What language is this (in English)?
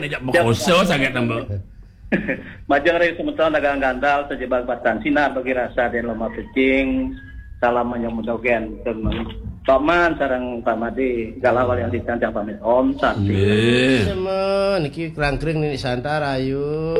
Balinese